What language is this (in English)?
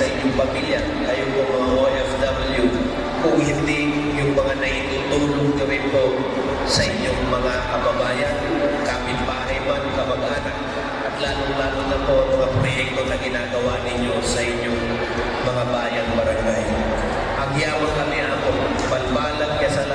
Pangasinan